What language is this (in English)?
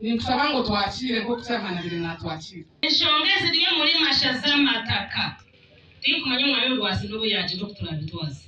Nyankole